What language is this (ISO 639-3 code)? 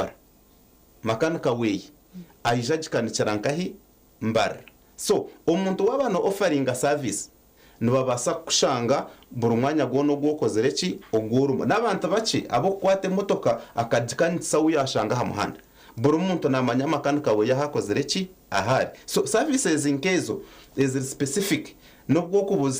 nyn